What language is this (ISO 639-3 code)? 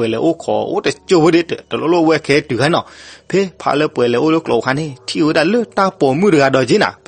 ksw